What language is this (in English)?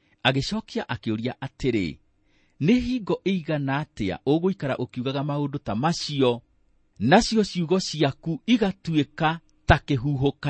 Kikuyu